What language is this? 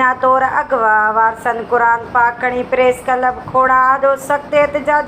Sindhi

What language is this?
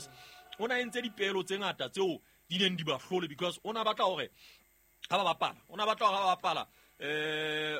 Southern Sotho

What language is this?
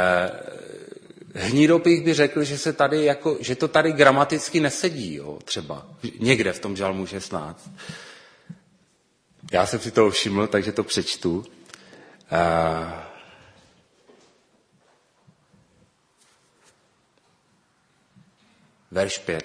Czech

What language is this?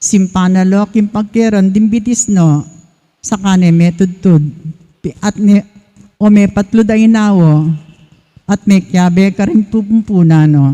Pampanga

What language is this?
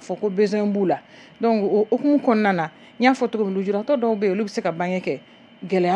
Bambara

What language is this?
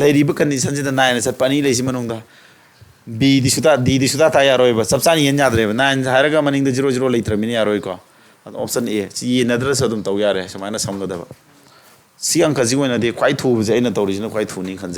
Manipuri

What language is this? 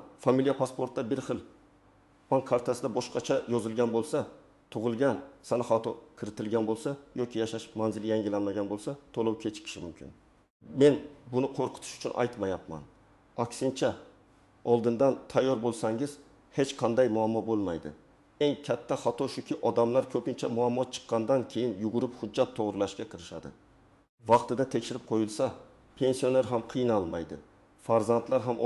Uzbek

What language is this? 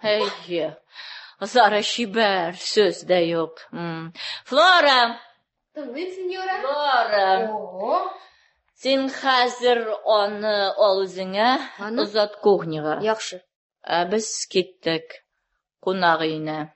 Tatar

